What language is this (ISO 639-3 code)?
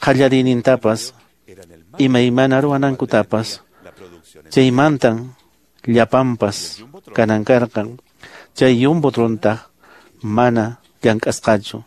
que